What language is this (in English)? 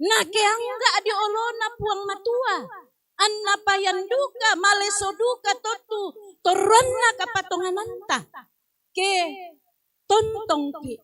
Toraja-Sa'dan